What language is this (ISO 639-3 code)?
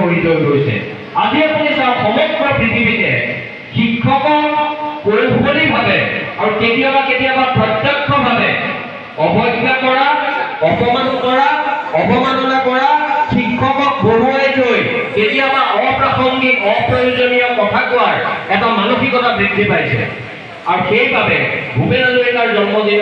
asm